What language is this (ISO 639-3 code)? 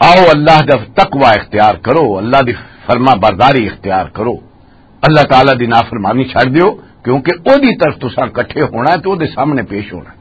lah